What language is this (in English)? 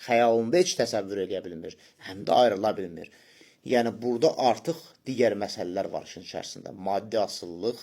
Azerbaijani